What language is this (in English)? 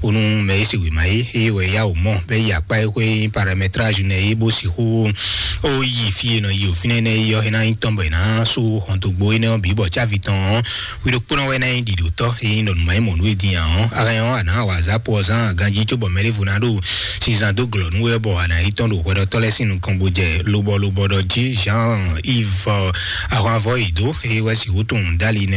Fon